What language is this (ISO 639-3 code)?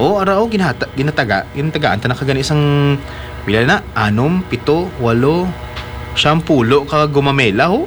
hil